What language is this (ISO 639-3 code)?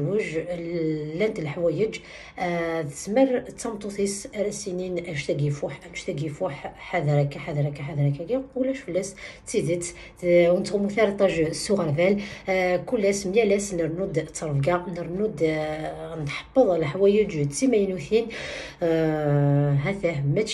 kab